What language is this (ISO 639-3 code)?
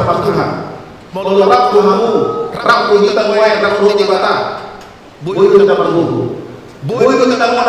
bbc